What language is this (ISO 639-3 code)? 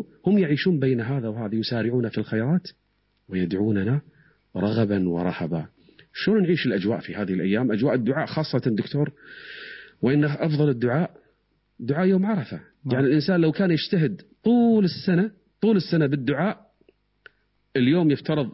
ara